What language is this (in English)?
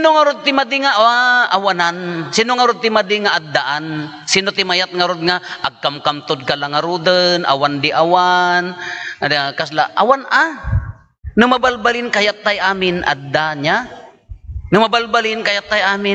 Iloko